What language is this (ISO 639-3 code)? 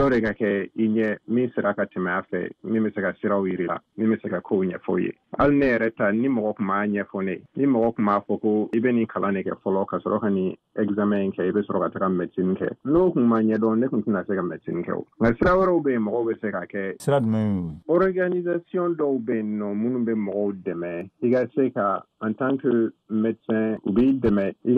bam